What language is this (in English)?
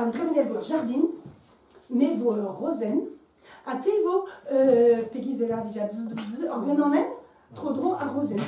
Breton